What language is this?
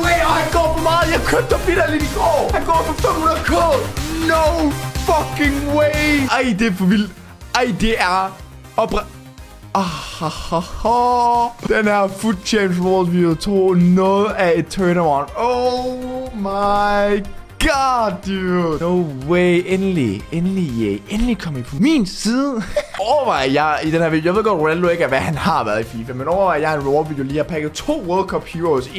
Danish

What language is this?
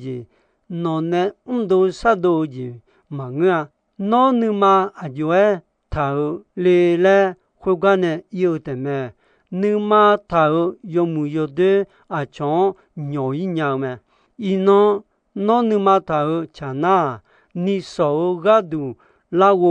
Akha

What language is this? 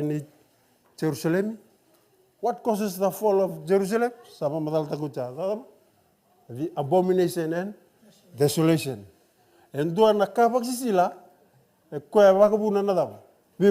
Fijian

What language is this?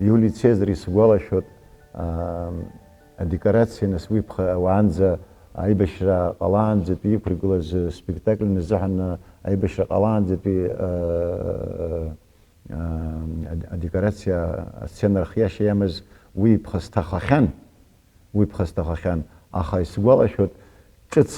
Abkhazian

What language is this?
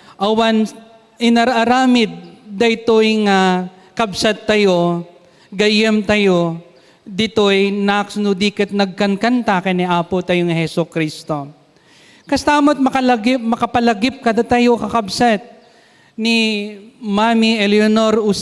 Iloko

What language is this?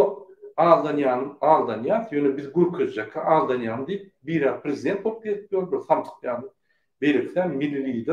Turkmen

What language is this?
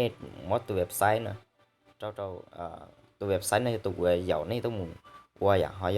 Hmong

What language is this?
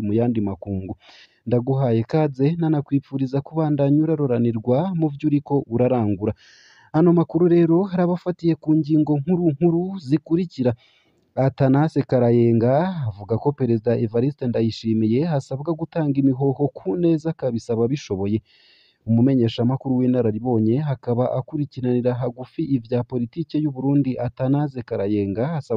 Rundi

